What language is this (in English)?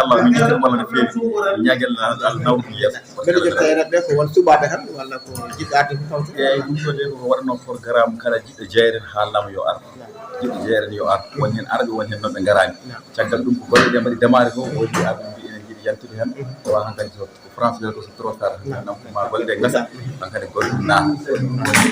Fula